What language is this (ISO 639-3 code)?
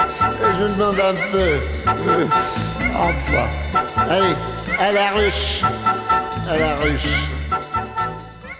fra